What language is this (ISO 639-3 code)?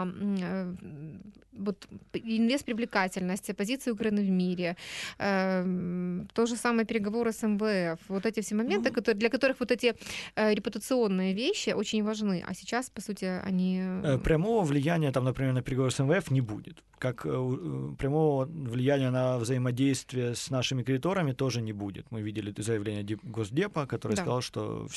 rus